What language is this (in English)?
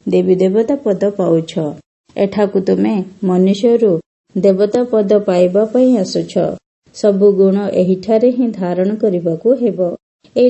Odia